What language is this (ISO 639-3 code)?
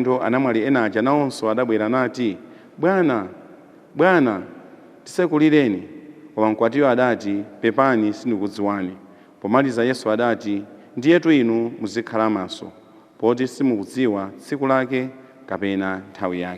nya